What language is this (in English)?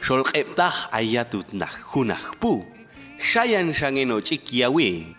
Popti'